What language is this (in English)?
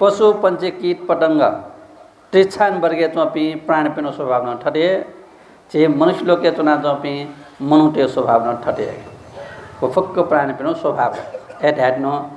Newari